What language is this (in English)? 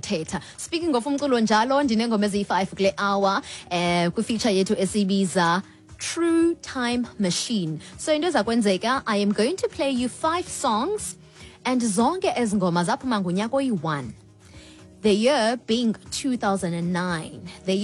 Xhosa